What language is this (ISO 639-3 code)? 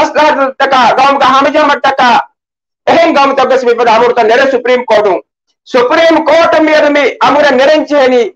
div